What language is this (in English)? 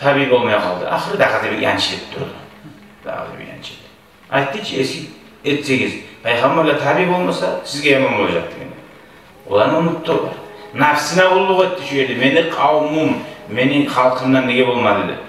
Kumyk